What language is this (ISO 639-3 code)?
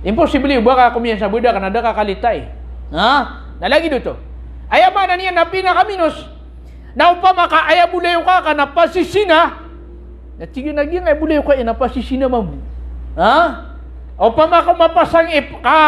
mrw